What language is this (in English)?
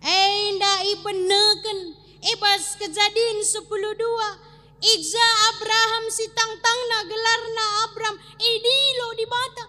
Batak Karo